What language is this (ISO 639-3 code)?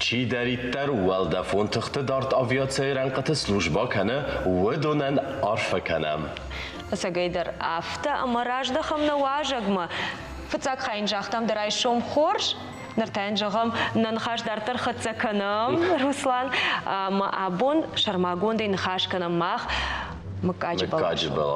oss